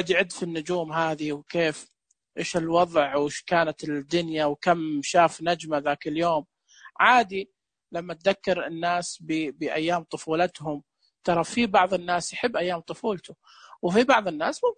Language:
Najdi Arabic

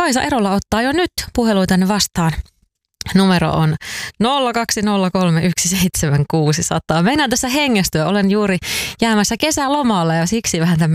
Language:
Finnish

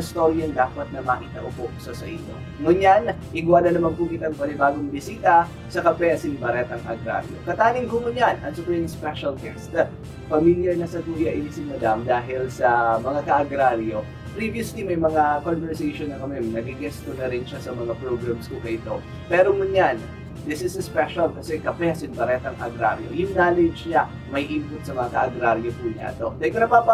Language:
Bikol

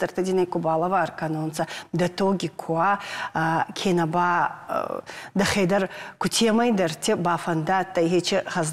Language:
Ossetic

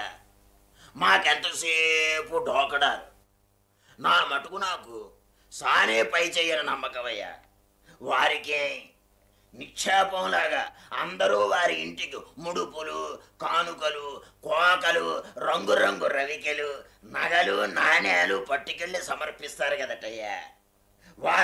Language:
Telugu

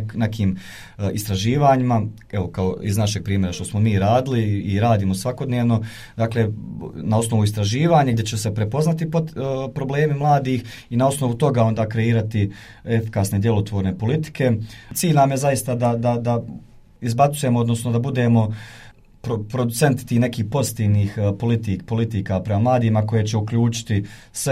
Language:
Bosnian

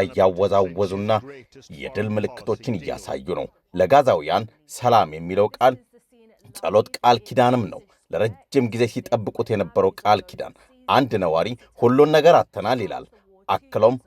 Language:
Amharic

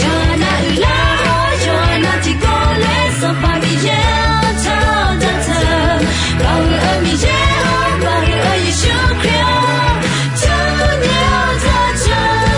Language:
Akha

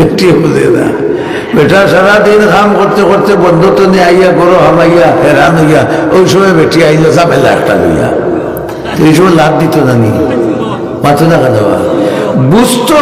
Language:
Sylheti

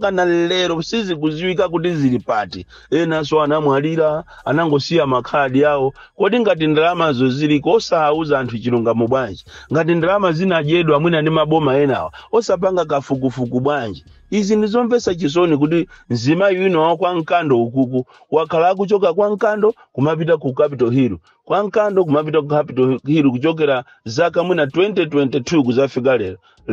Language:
Nyanja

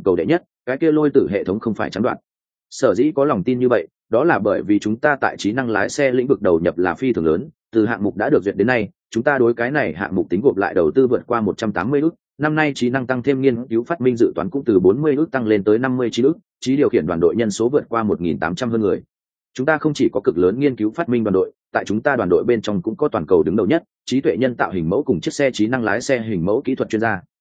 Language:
Vietnamese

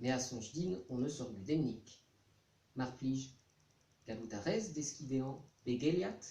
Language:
Breton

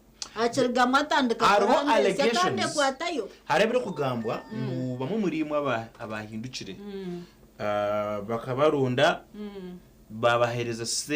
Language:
Nyankole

